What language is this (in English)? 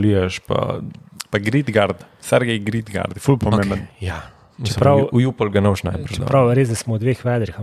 Slovenian